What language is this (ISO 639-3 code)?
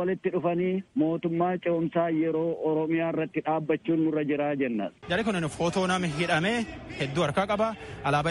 orm